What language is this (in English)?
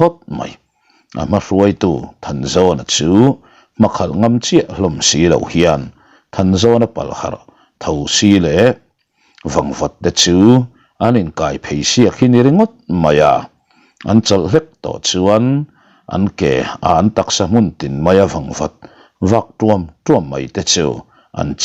Mizo